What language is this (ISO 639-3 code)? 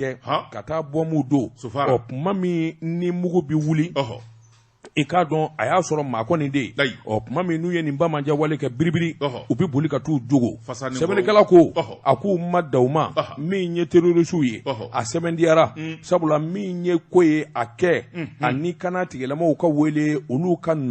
bam